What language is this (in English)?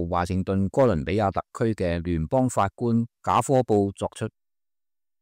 Cantonese